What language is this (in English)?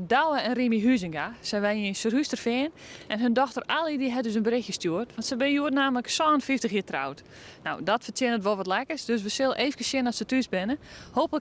Western Frisian